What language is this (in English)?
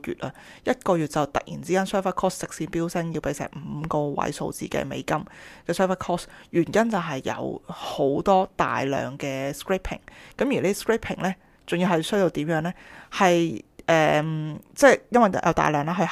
Cantonese